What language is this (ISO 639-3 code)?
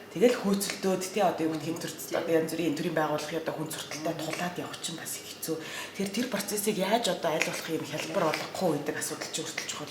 mon